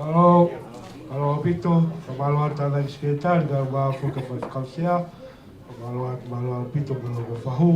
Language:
Tongan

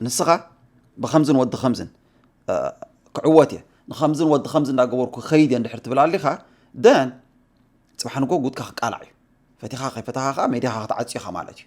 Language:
Tigrinya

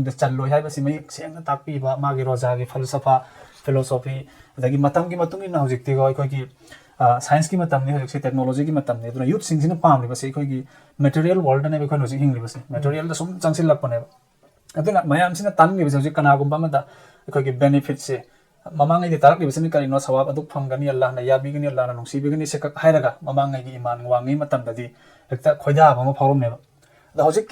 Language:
Manipuri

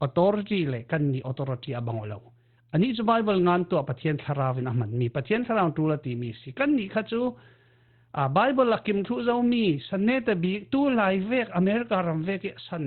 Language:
Falam Chin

